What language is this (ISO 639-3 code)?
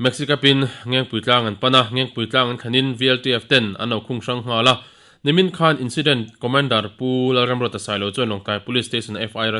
lus